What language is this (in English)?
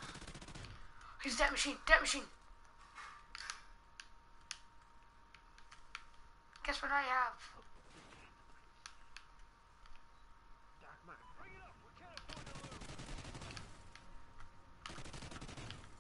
English